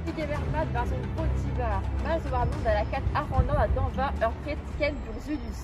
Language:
Breton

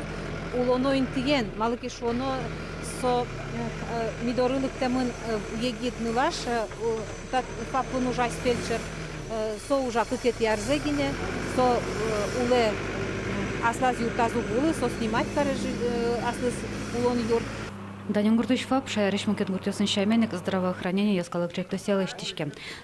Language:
Udmurt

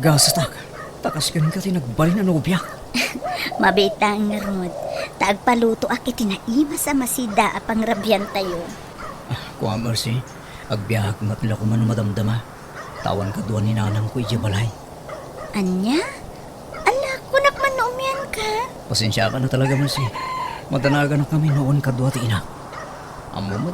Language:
Iloko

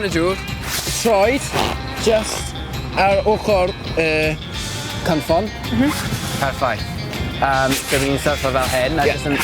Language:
Welsh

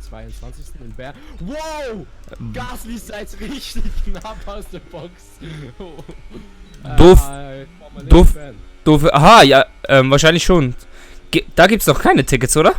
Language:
Swiss German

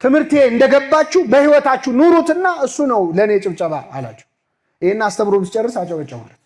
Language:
Amharic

